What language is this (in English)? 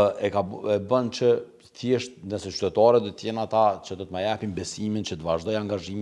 Albanian